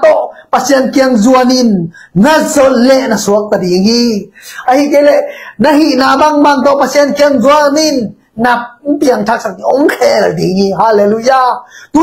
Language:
Tedim Chin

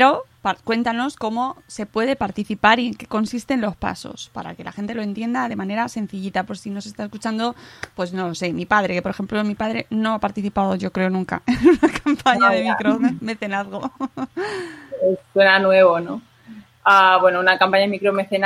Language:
Spanish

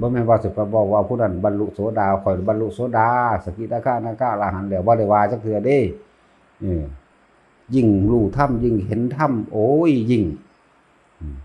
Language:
Northeastern Thai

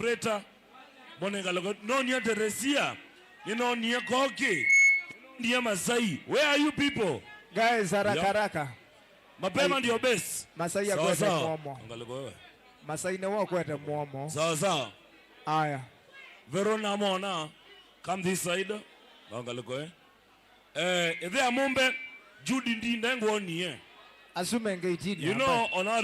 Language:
Kamba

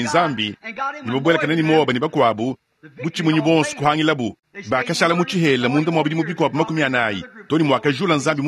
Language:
Luba-Lulua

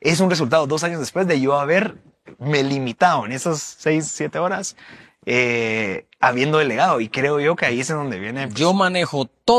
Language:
Spanish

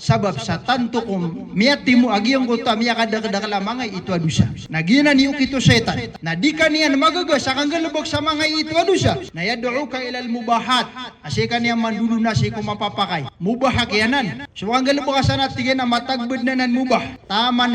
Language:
Maranao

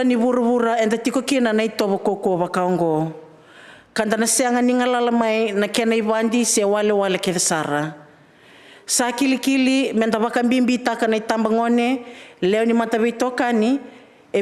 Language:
Fijian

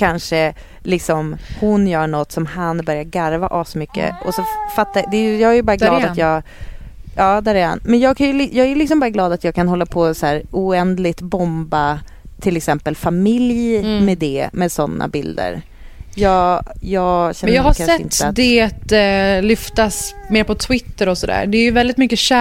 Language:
Swedish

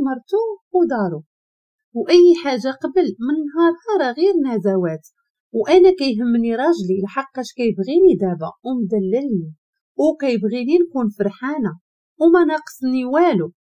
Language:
Moroccan Arabic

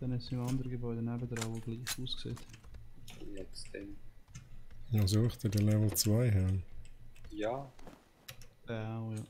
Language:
Swiss German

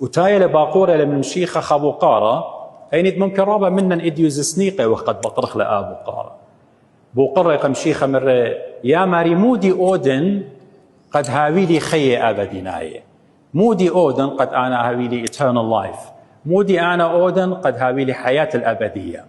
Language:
Assyrian Neo-Aramaic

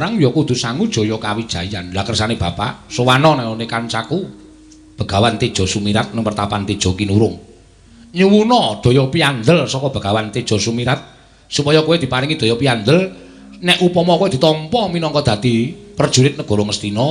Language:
Javanese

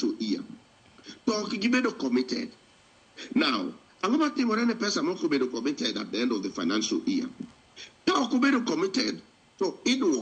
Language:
Luo (Kenya and Tanzania)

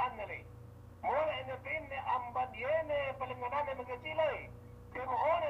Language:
Yakan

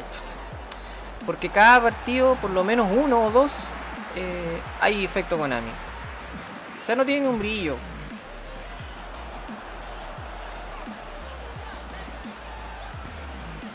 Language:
Spanish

